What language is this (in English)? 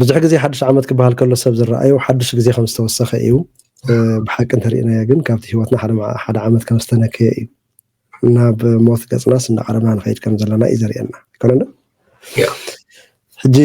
Tigrinya